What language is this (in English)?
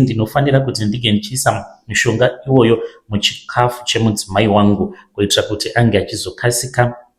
Shona